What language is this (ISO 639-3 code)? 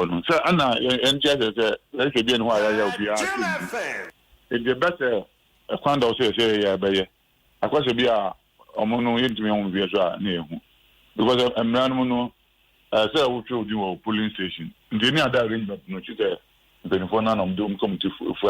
aka